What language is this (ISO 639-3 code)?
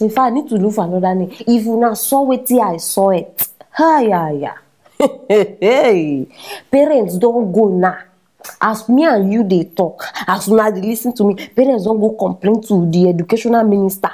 pcm